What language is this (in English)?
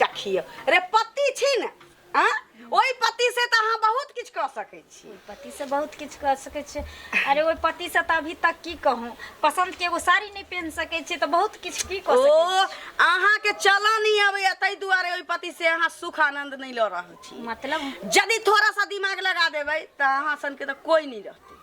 Maithili